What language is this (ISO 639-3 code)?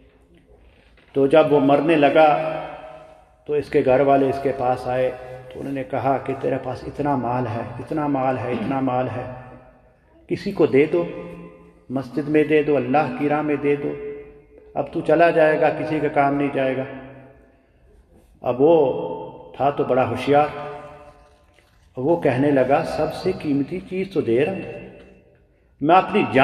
urd